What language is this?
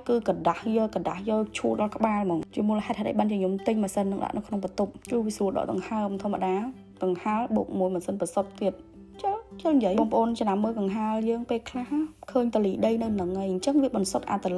Khmer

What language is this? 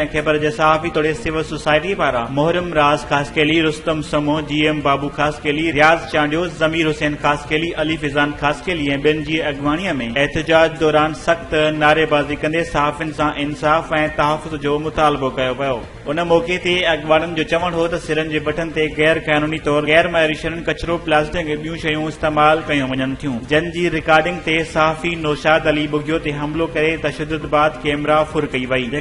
Sindhi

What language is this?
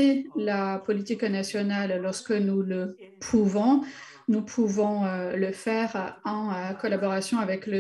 French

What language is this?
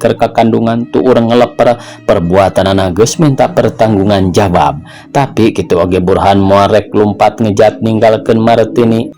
Sundanese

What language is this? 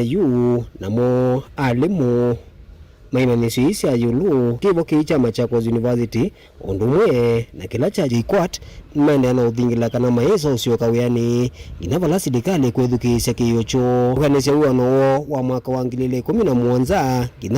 Kamba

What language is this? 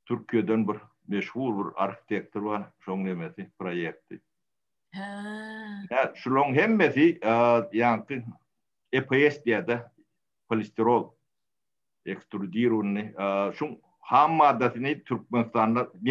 Turkmen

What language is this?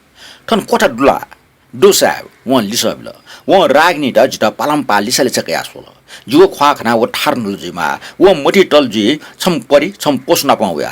Newari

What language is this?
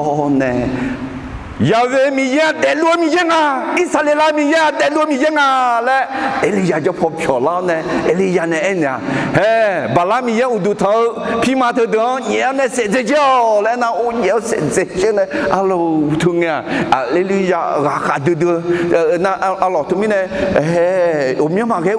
Akha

